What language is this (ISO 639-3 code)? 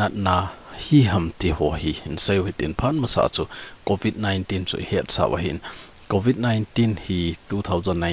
tcz